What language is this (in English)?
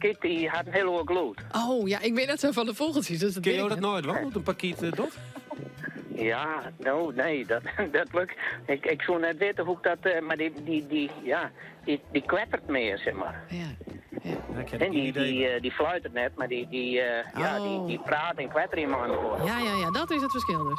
Western Frisian